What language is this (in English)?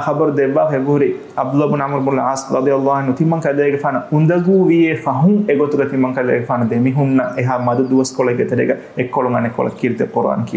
Divehi